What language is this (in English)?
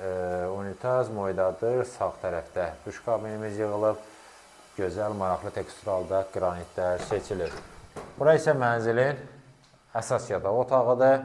Azerbaijani